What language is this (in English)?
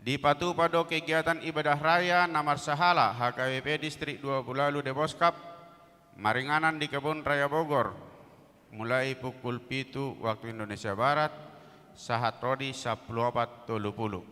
Batak Toba